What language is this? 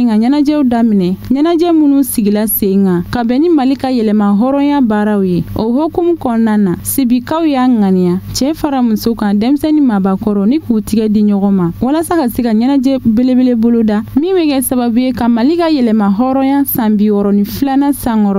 Bambara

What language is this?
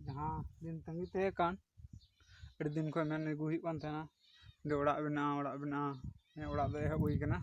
Santali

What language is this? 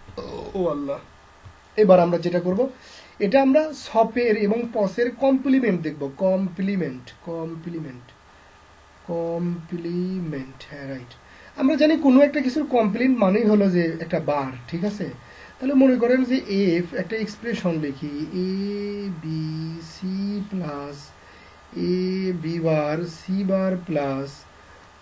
Bangla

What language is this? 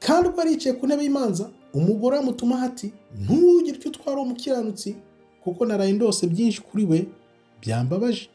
Kinyarwanda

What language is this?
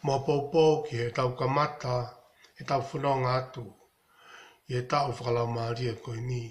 Tongan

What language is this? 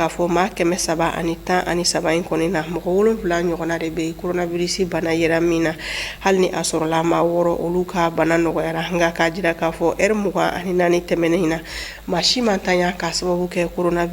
Bambara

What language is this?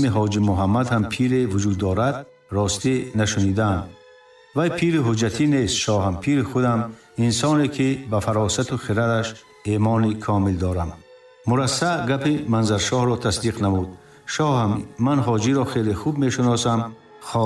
Tajik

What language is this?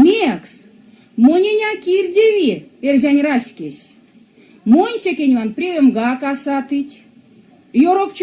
Erzya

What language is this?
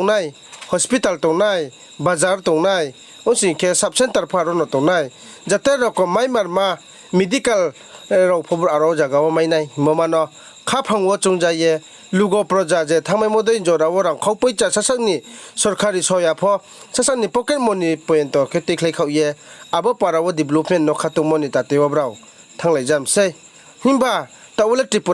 Riang (India)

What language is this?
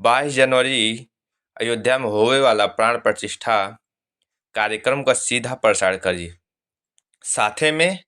Bhojpuri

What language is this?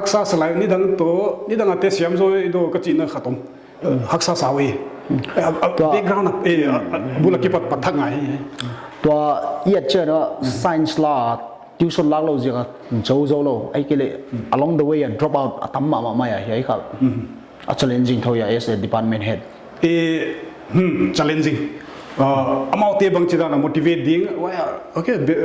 Paite Chin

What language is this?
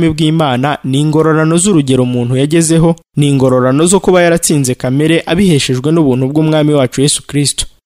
Kinyarwanda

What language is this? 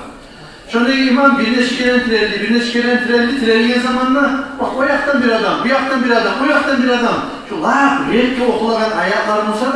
Kumyk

